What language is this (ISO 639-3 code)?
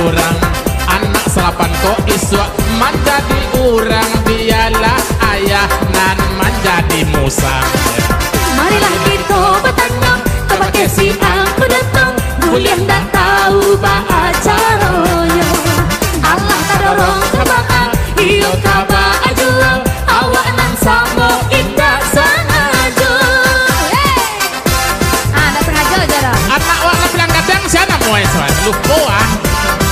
min